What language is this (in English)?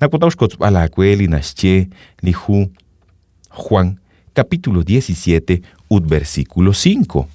Kekchí